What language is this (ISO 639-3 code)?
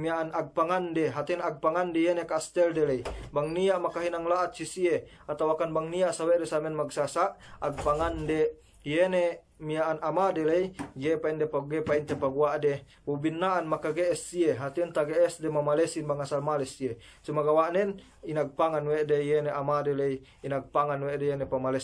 yka